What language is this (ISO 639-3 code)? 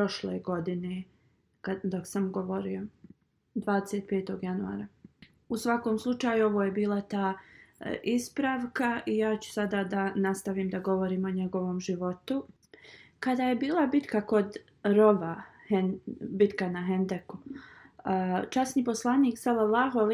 bos